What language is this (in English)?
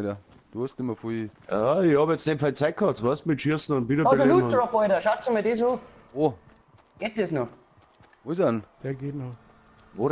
Bavarian